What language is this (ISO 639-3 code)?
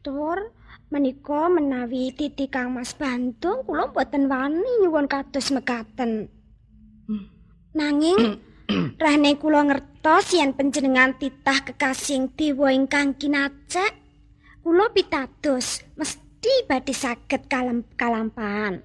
jav